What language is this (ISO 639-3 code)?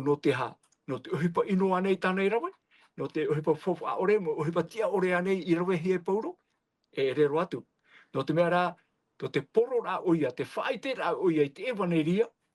tah